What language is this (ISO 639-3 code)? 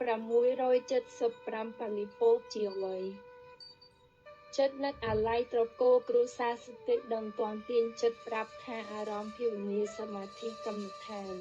khm